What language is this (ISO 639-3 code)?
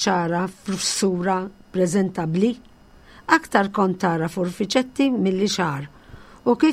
mlt